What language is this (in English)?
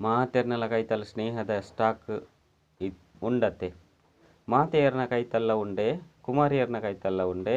Tulu